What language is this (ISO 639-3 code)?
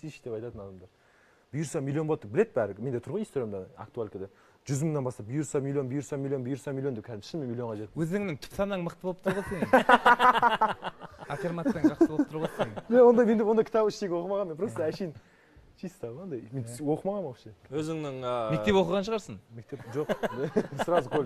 kaz